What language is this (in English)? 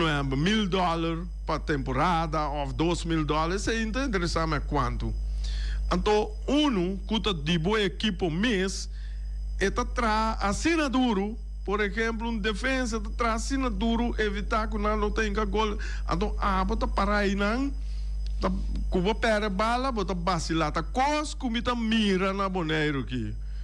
Papiamento